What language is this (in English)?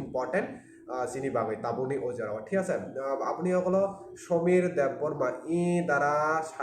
Kok Borok